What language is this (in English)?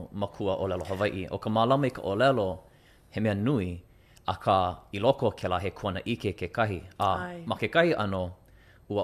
Hawaiian